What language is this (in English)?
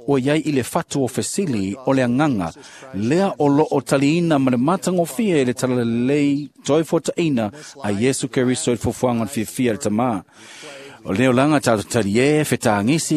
Samoan